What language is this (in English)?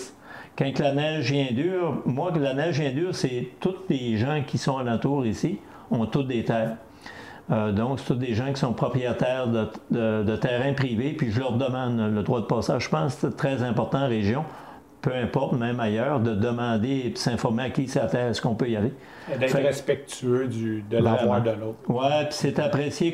French